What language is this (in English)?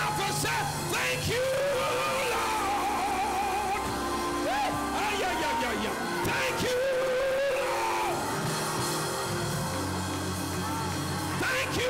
English